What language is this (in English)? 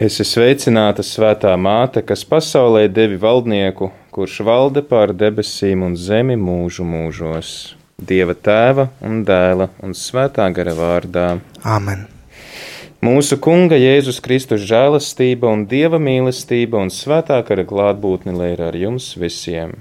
Latvian